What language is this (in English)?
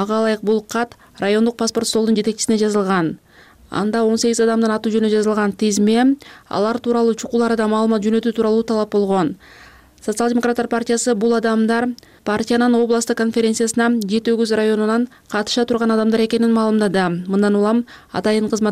Kyrgyz